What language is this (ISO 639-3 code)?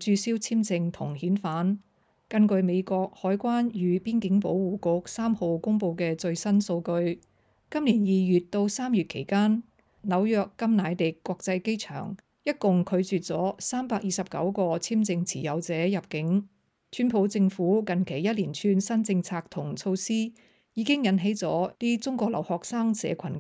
yue